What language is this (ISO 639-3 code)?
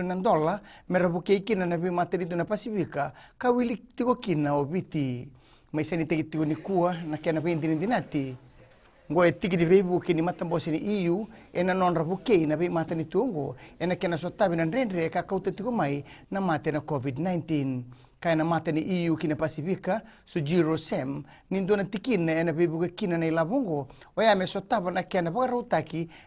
fij